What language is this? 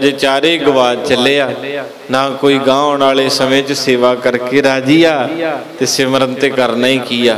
Punjabi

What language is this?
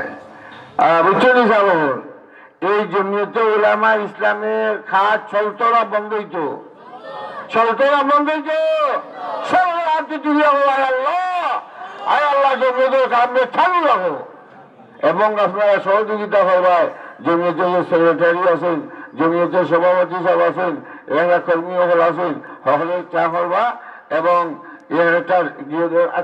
Sylheti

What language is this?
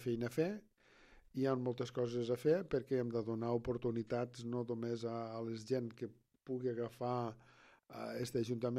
Catalan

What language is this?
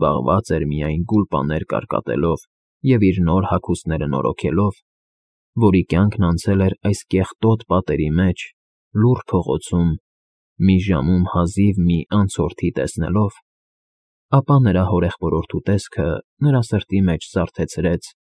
Armenian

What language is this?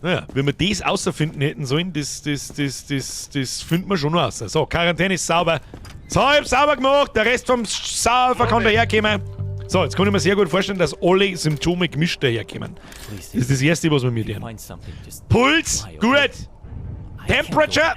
Bavarian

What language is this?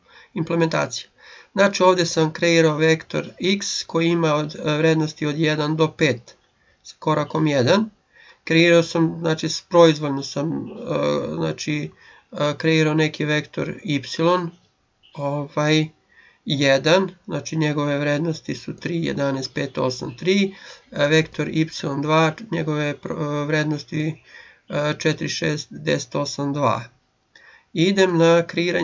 Serbian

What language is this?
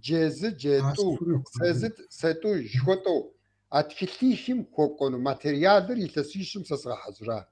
Kabardian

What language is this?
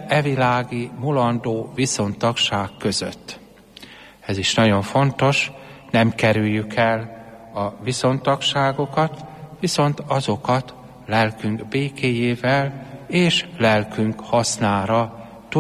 Hungarian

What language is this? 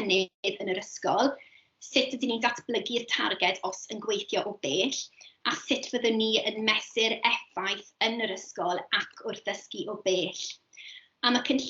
Welsh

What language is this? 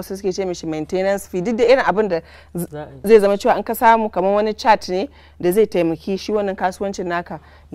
Hausa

